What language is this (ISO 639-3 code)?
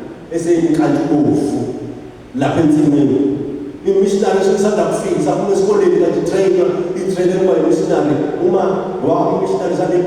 zul